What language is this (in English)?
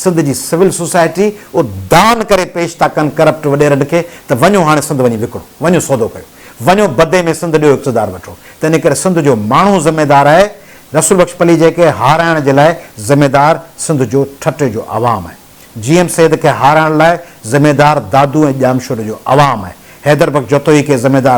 Sindhi